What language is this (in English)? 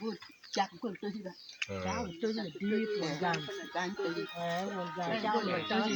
Acoli